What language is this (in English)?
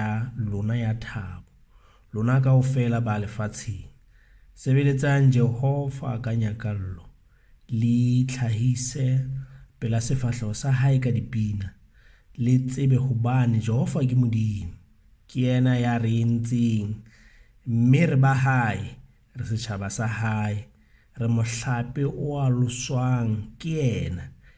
Southern Sotho